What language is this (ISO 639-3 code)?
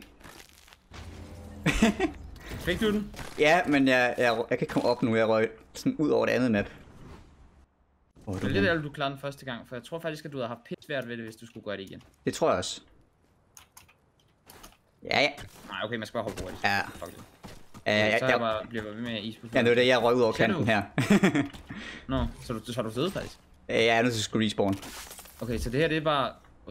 dan